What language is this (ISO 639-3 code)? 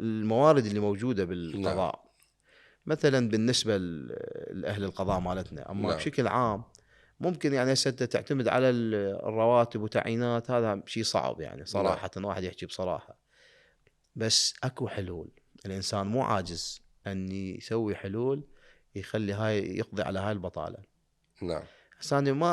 acm